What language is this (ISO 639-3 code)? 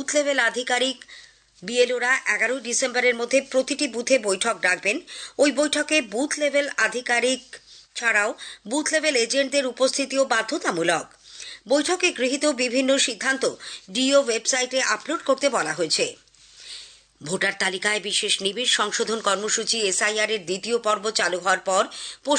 ben